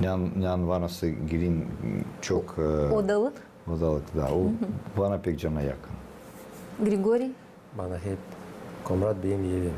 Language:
Gagauz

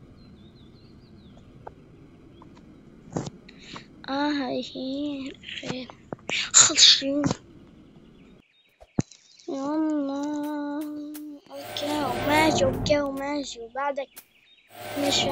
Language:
South Levantine Arabic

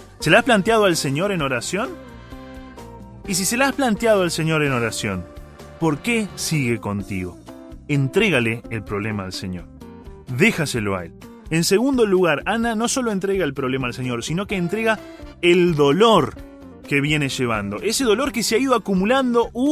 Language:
Spanish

